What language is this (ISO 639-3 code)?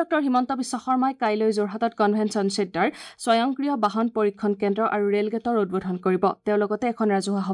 asm